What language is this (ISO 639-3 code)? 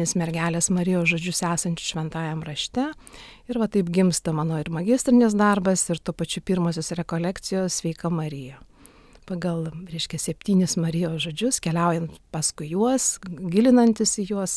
lit